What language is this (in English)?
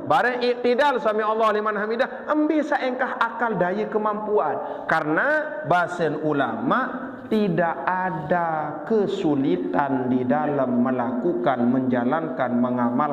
Sasak